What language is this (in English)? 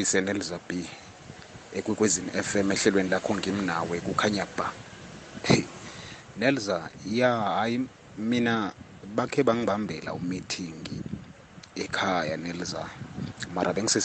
South Ndebele